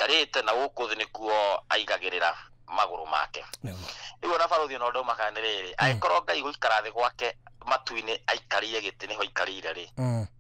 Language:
Kikuyu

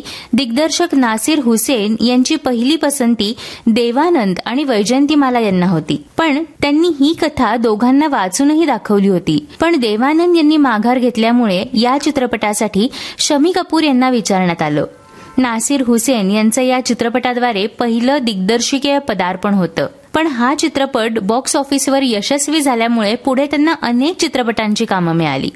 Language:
Marathi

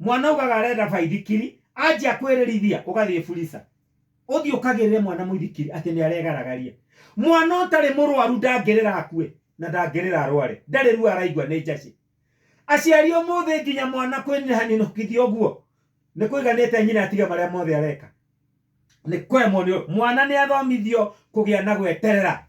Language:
Kikuyu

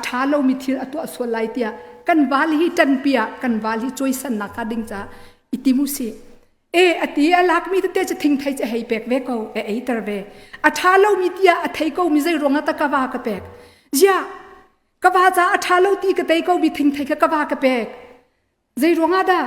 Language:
Hakha Chin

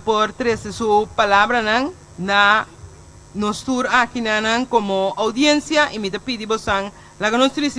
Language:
Papiamento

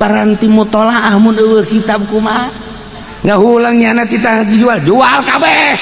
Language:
Sundanese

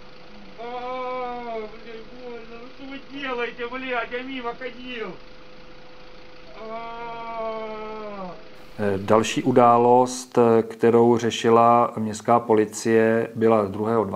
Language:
Czech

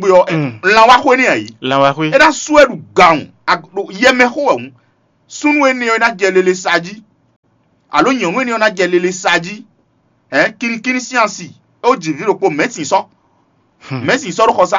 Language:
Fon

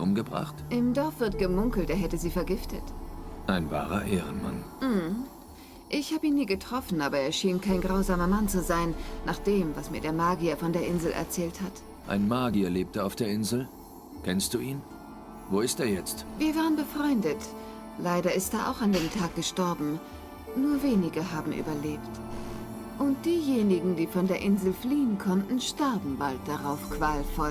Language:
Swiss German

